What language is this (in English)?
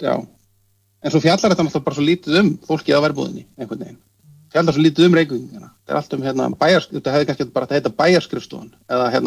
Icelandic